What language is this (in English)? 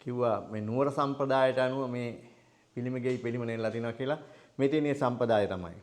Sinhala